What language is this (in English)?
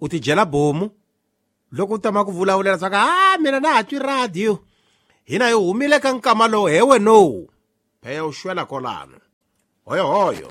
Tsonga